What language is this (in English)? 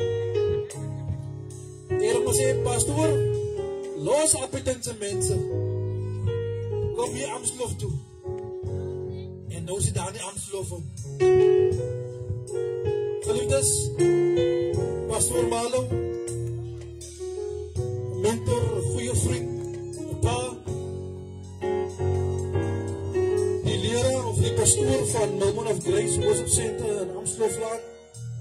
Afrikaans